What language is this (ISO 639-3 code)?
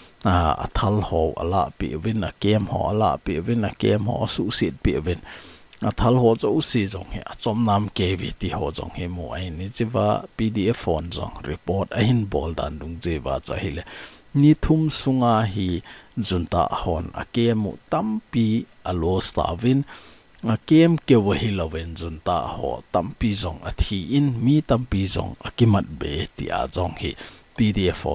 tcz